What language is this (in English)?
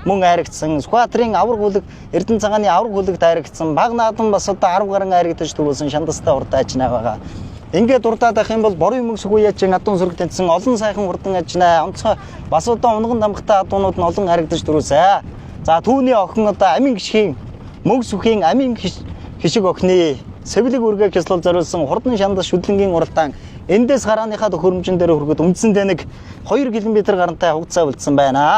Mongolian